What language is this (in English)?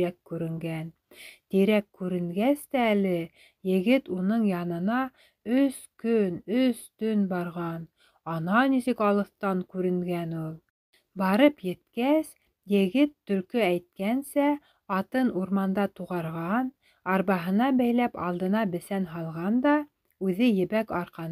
Bashkir